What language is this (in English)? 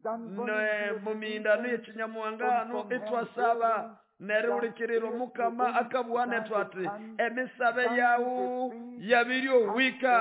Nande